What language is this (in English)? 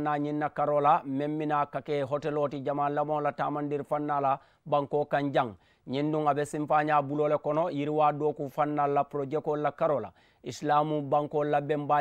Mandingo